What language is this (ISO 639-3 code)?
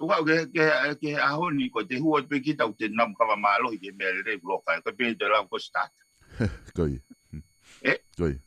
ton